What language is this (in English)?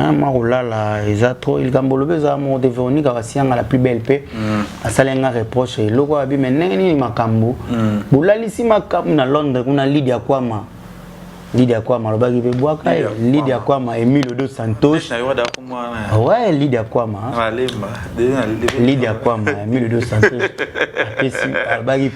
Lingala